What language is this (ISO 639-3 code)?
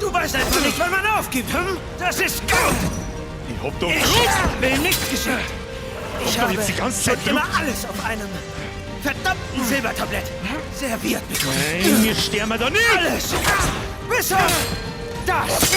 bar